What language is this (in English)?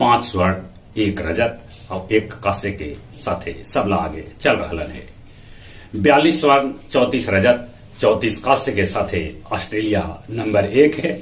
Magahi